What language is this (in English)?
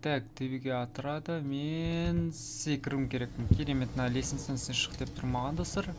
Kazakh